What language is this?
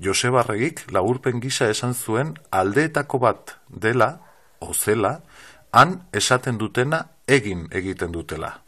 Basque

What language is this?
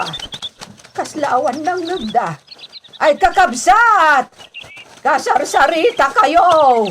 Iloko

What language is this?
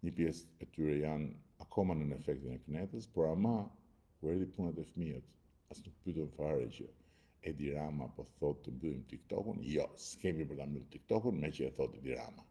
Albanian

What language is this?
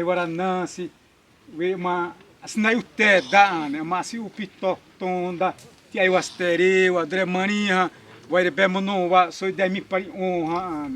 Xavánte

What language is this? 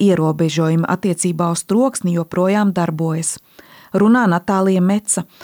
Latvian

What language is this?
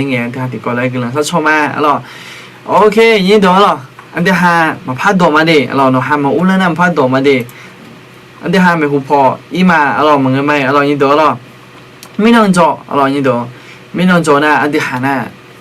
Akha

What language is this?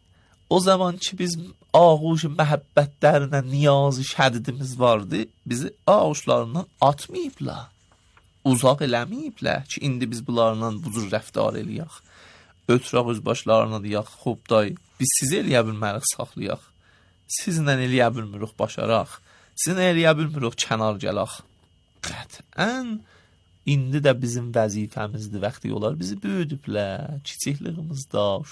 Azerbaijani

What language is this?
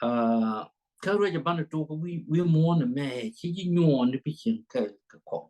Nuer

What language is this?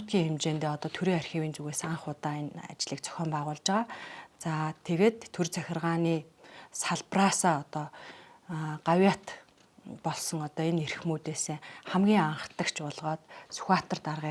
Mongolian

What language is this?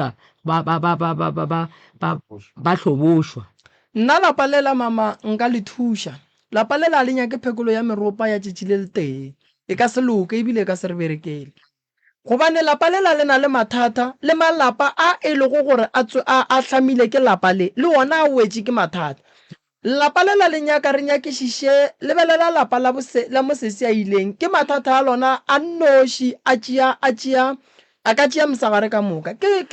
Northern Sotho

